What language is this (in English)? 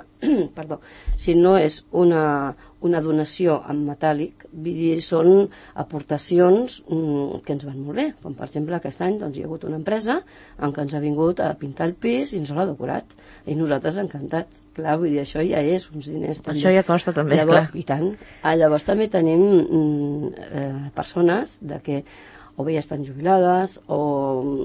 Catalan